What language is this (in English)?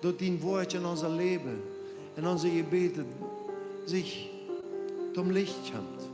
Plautdietsch